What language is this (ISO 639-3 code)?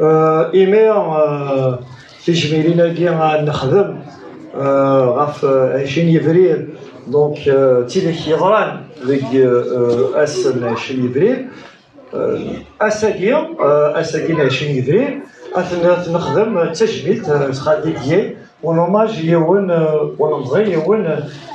kab